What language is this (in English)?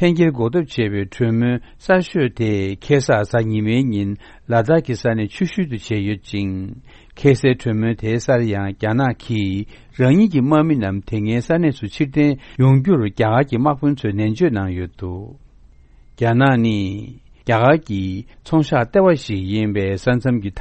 Korean